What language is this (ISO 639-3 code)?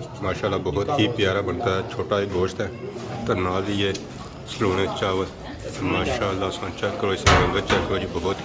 phr